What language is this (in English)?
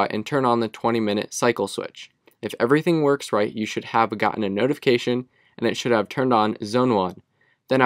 English